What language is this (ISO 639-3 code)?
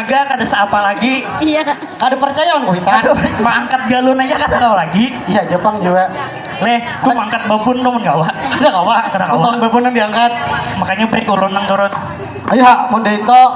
bjn